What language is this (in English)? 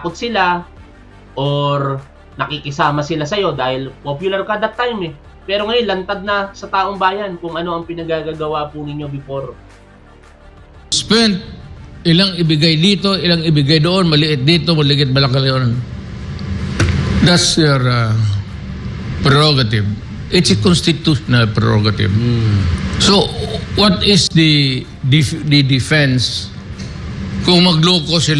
Filipino